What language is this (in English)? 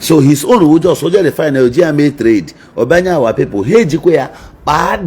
Igbo